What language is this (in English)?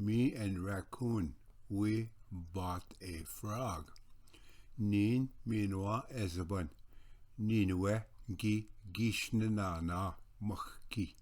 Ojibwa